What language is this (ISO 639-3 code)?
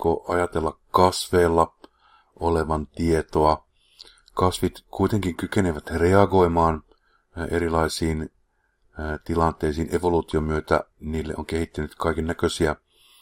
fin